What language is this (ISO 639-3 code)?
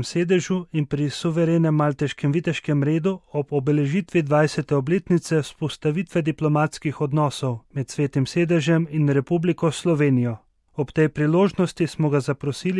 slv